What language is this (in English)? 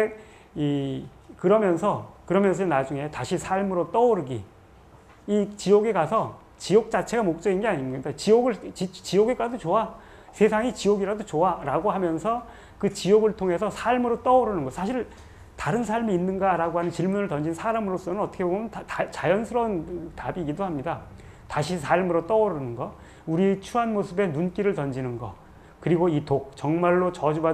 Korean